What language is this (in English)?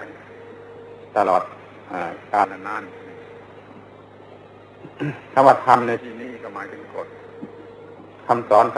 Thai